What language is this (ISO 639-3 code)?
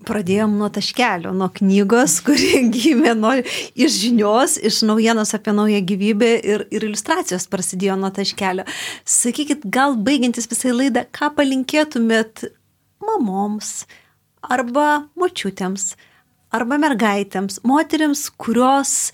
lit